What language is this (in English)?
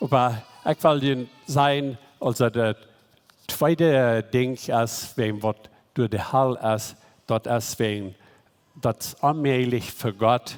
Plautdietsch